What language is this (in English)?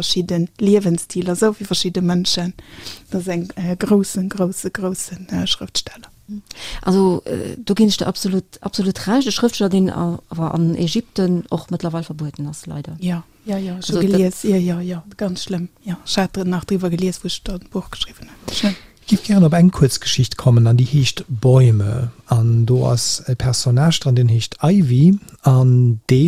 Luxembourgish